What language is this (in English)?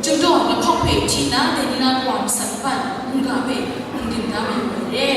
Kachin